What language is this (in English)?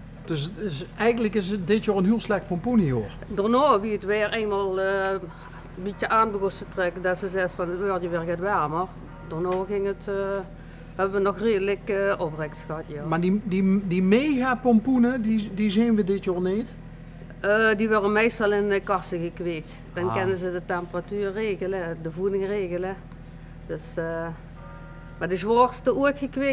Limburgish